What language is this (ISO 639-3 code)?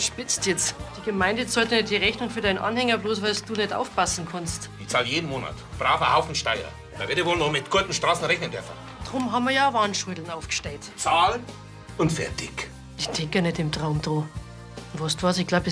bar